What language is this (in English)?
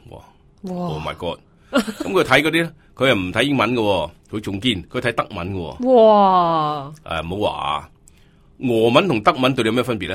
Cantonese